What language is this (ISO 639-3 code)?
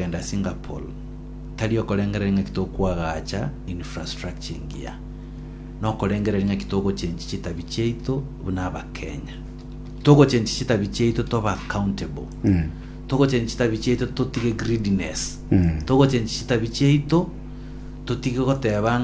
guz